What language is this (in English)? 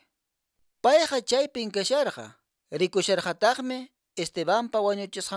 Quechua